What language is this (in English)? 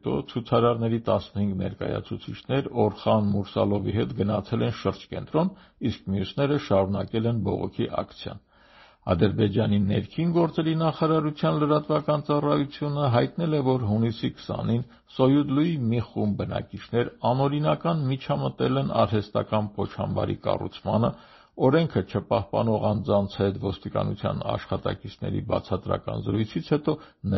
Armenian